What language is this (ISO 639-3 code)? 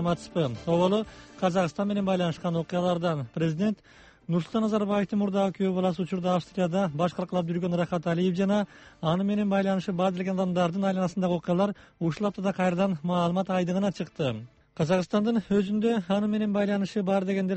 kir